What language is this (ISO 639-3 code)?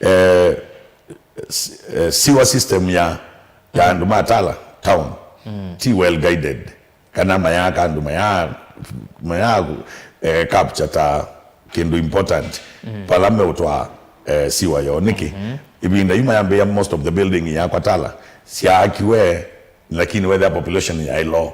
kam